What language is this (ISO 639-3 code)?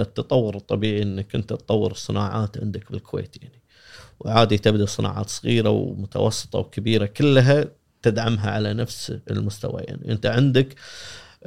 afb